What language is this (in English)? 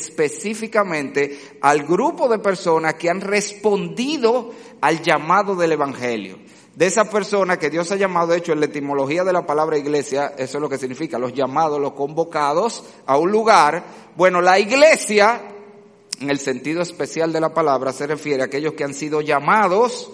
Spanish